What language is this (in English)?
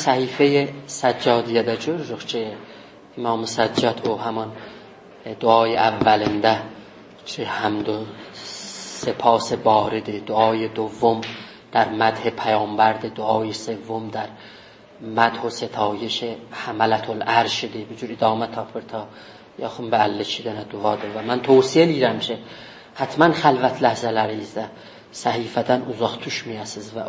South Azerbaijani